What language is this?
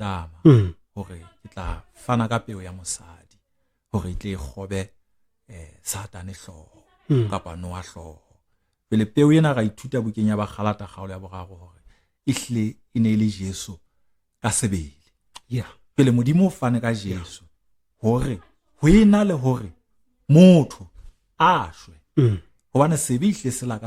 Southern Sotho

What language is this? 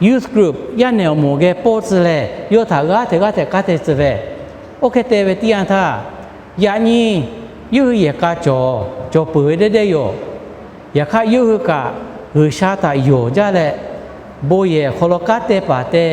Lahu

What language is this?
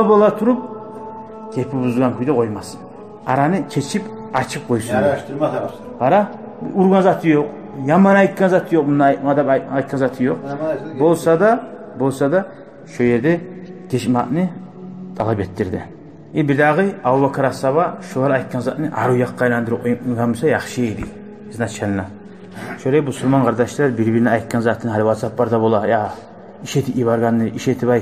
Kumyk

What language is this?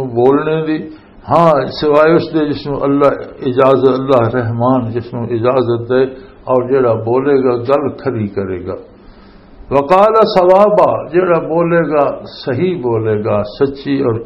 Western Panjabi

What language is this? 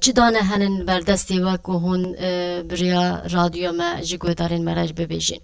Kurdish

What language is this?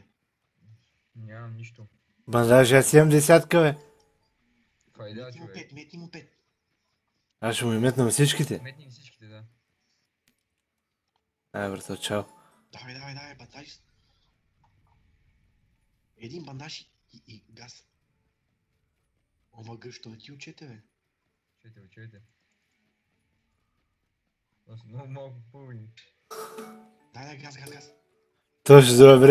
Bulgarian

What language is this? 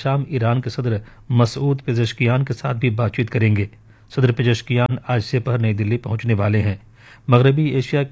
Urdu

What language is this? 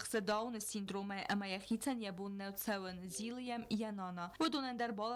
Ossetic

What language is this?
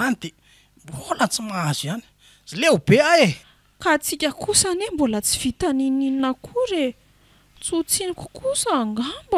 Malagasy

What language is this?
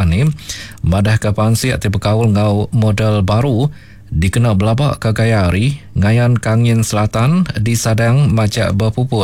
Iban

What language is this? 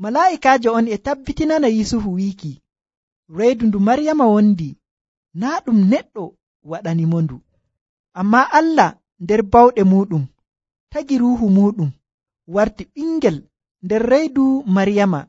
Nigerian Fulfulde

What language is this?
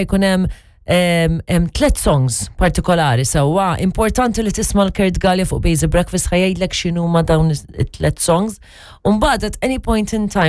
Maltese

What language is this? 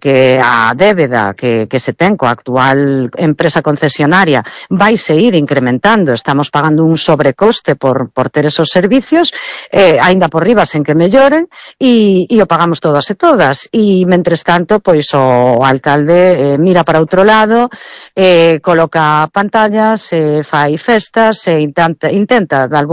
Galician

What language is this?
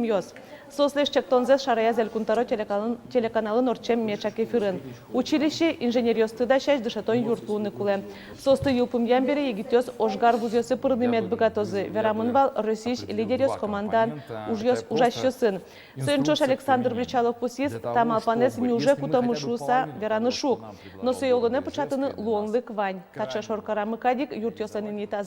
Udmurt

